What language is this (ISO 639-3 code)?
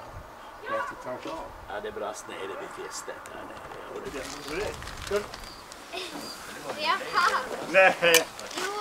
swe